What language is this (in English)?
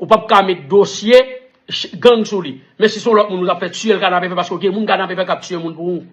Haitian Creole